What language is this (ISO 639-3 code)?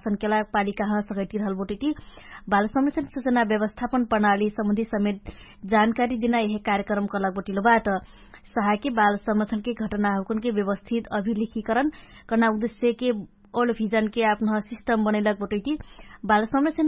thl